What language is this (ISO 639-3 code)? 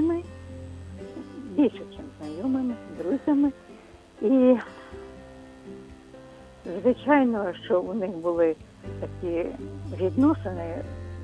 ukr